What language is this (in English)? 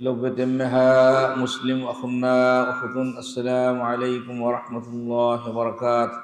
Divehi